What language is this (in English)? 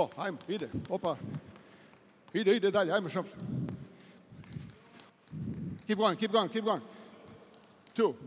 Serbian